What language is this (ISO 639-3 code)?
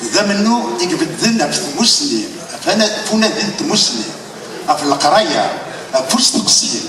kab